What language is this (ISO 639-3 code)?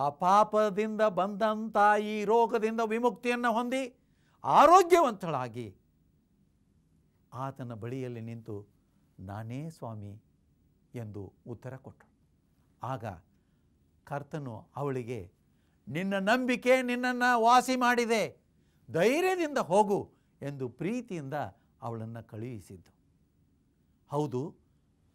kan